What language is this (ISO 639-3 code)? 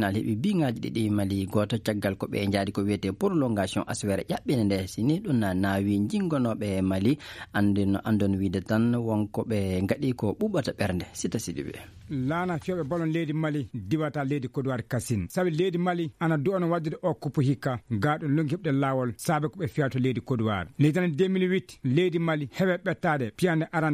ful